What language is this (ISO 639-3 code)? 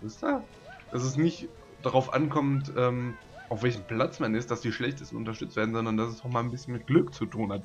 deu